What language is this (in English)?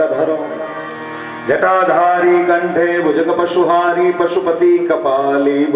Gujarati